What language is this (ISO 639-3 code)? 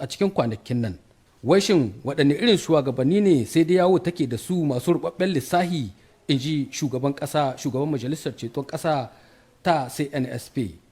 hau